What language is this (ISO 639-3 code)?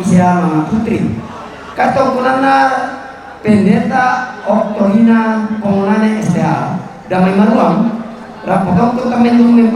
sda